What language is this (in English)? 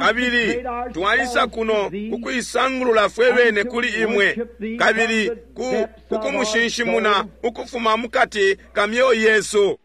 Bemba